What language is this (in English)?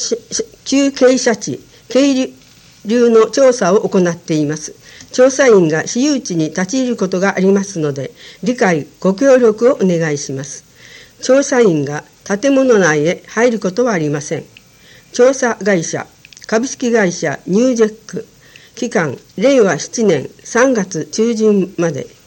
Japanese